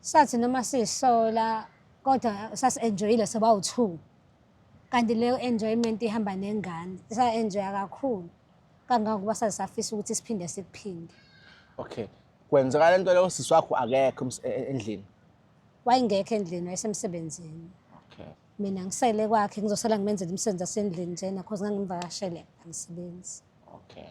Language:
Zulu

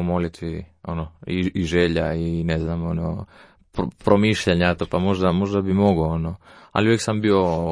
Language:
Croatian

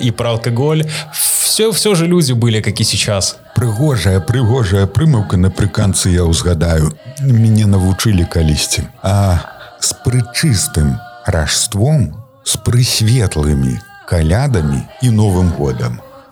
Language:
Belarusian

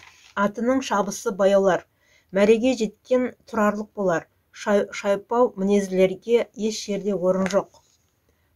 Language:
Kazakh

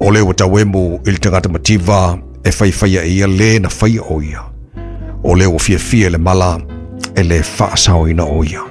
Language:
Samoan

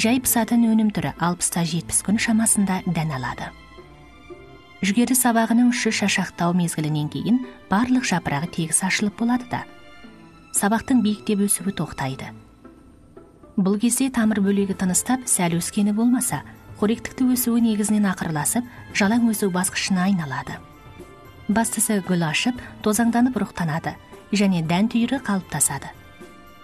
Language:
Kazakh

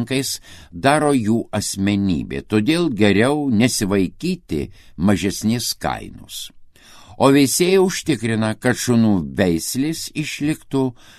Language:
Lithuanian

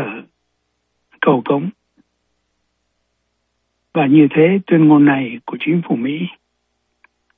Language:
Vietnamese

